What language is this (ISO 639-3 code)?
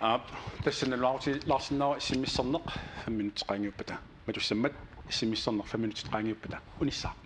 kal